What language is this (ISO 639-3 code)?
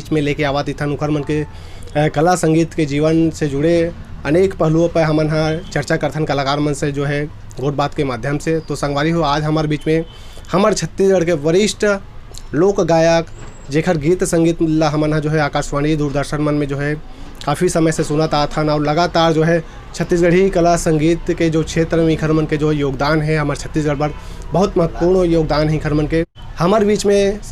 hne